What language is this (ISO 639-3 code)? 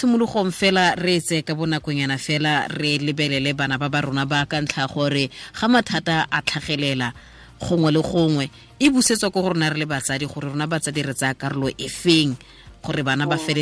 tsn